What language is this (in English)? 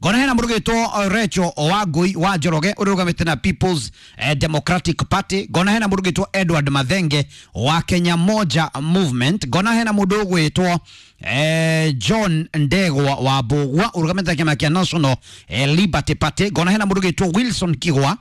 Kikuyu